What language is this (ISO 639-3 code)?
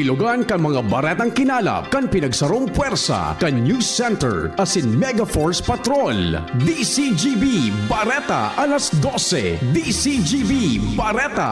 bik